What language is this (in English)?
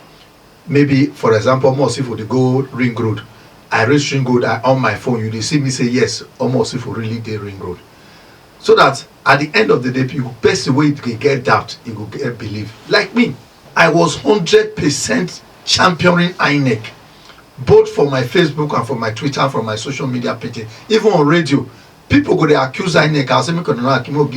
Nigerian Pidgin